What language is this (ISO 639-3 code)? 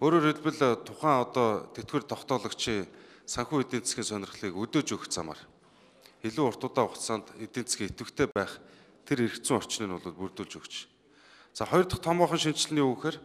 mon